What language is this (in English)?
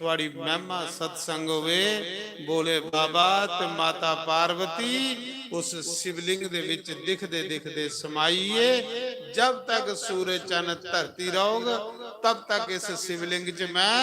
Dogri